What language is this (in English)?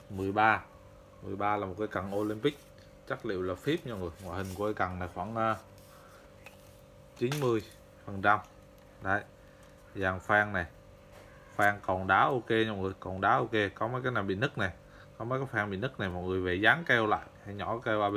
Vietnamese